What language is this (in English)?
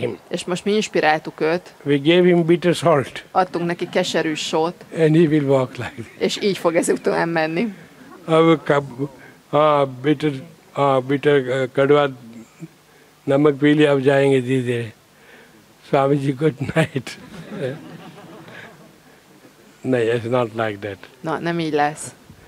Hungarian